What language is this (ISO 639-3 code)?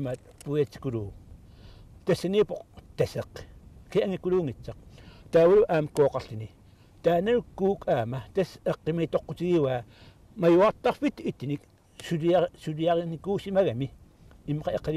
kal